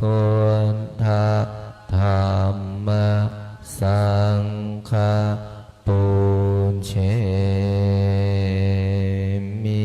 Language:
Pali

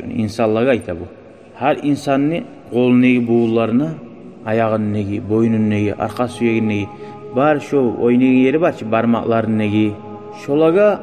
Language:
Kumyk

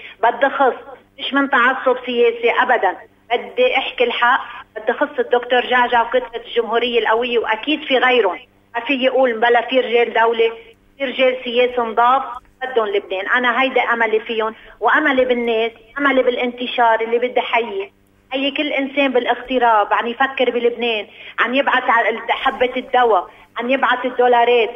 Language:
North Levantine Arabic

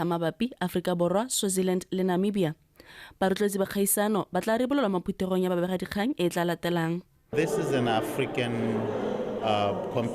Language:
Tswana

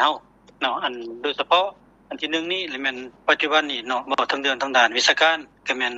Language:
Lao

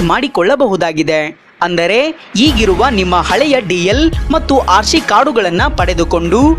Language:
Kannada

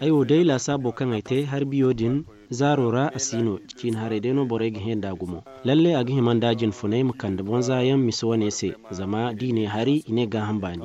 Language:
Zarma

